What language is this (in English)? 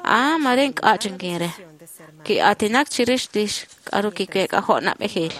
Kekchí